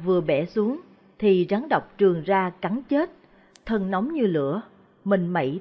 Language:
Vietnamese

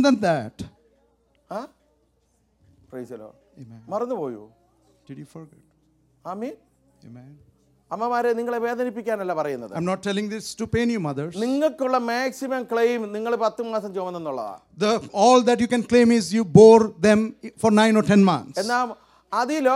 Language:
Malayalam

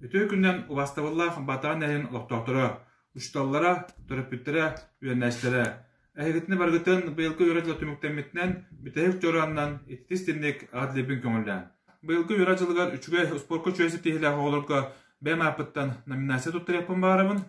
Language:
Yakut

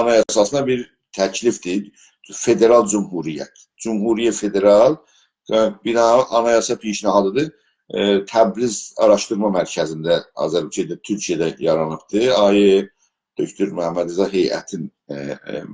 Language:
South Azerbaijani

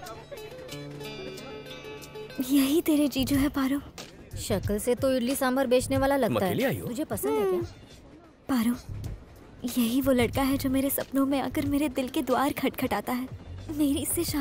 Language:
Hindi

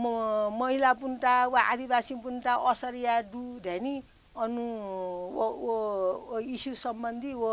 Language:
Newari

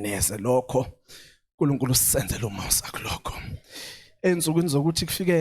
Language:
Zulu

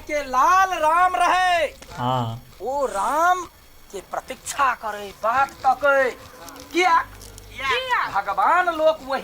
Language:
Maithili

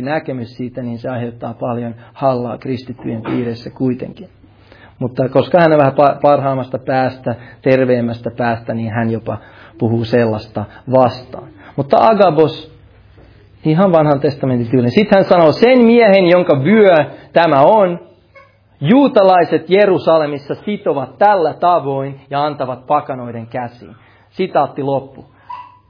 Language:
Finnish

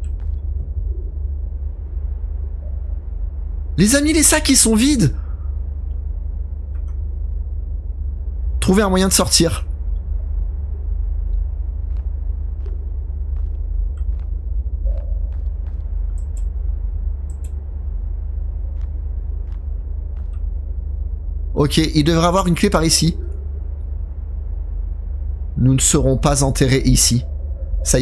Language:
French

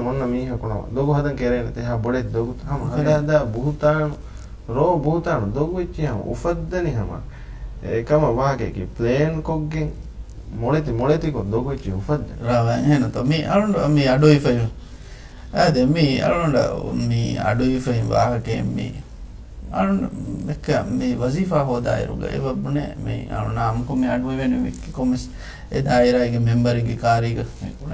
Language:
Divehi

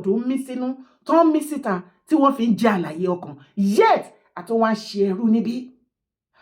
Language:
Yoruba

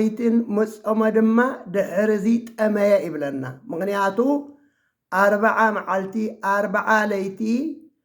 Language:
Tigrinya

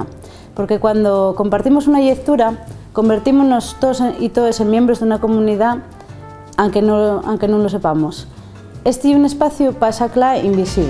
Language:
Asturian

